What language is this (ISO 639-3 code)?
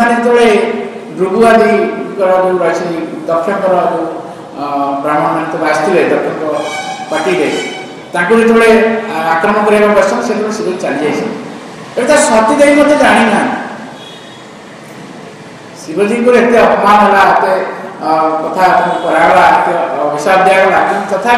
ori